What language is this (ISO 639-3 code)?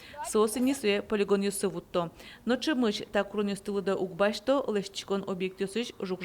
udm